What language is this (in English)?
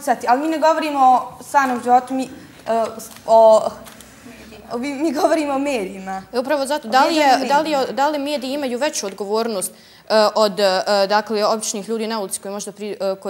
Bosnian